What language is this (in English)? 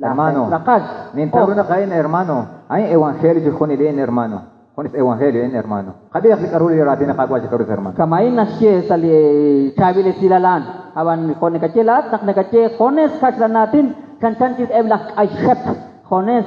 Kekchí